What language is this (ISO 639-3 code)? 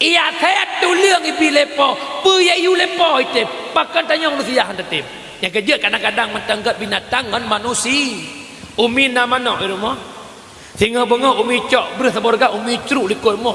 ace